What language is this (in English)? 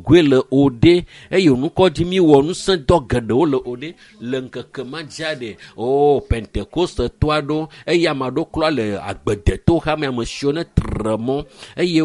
Ewe